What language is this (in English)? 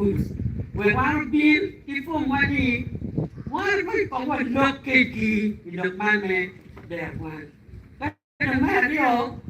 Acoli